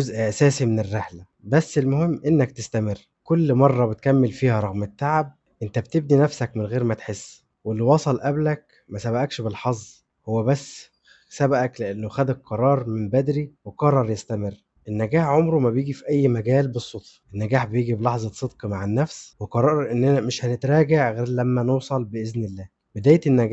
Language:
Egyptian Arabic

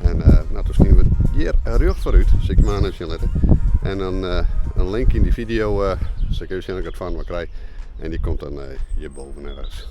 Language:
Western Frisian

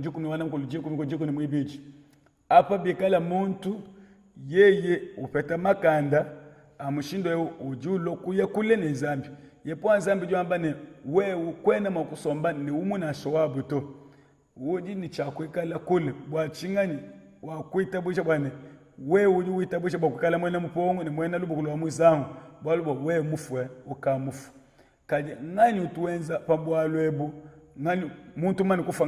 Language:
Luba-Lulua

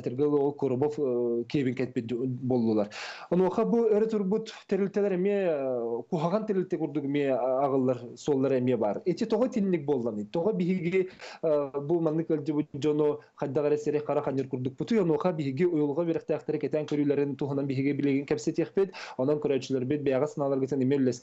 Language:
Yakut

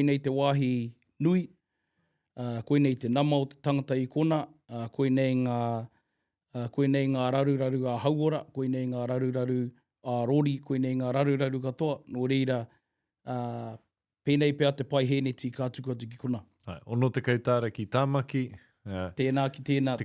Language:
Māori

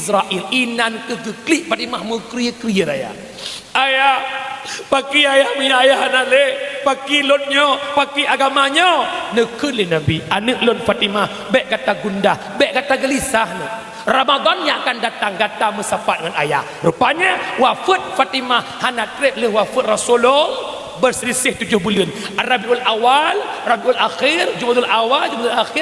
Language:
Achinese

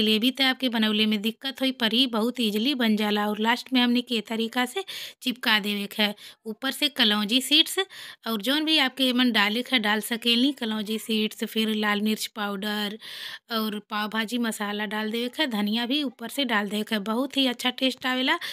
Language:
Bhojpuri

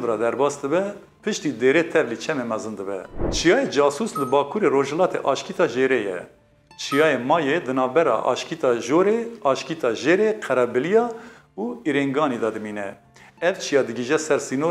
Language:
Kurdish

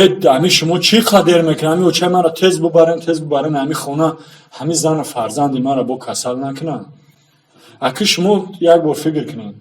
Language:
Tajik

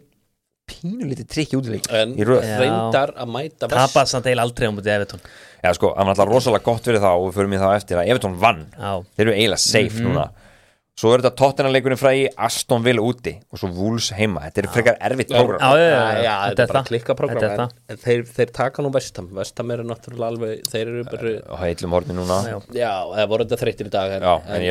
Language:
Icelandic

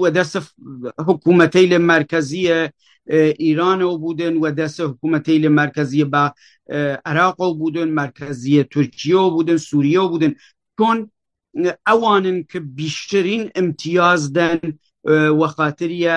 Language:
Kurdish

